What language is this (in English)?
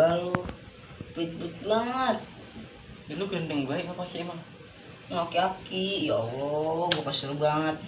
Betawi